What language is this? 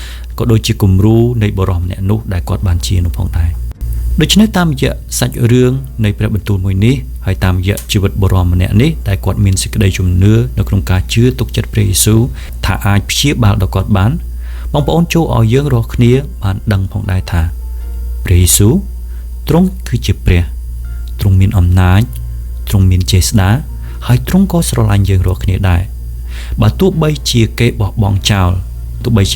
Khmer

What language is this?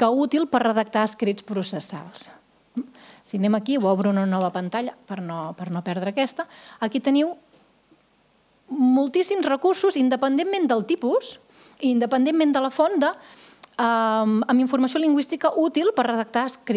Catalan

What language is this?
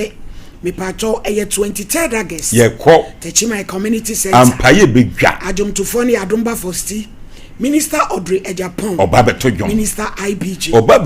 Akan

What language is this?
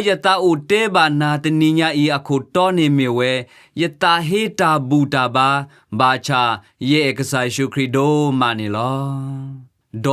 S'gaw Karen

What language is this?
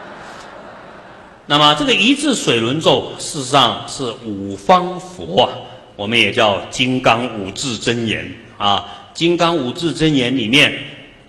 Chinese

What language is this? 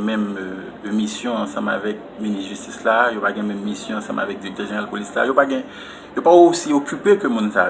Haitian Creole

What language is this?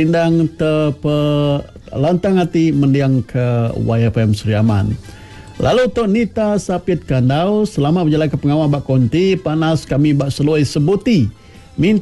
Iban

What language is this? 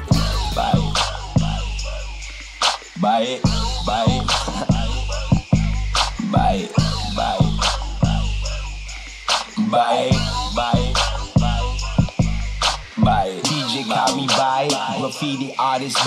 Malay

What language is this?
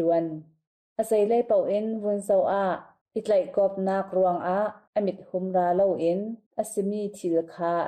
Hakha Chin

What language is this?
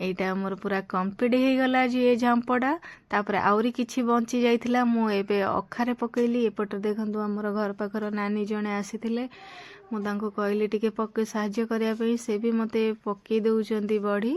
Odia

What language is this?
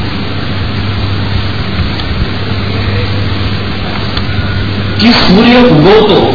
Marathi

